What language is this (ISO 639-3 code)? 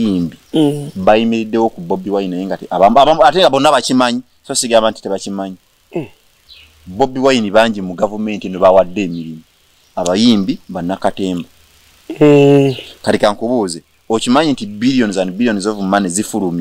lug